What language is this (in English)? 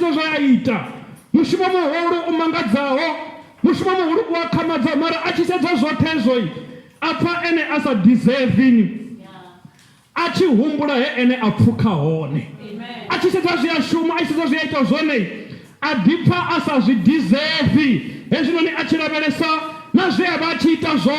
Venda